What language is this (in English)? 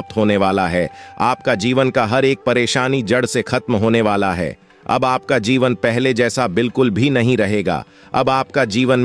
Hindi